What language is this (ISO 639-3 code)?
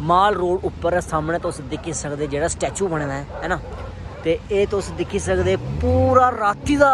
doi